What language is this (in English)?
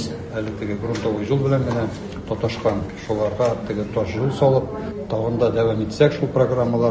Tatar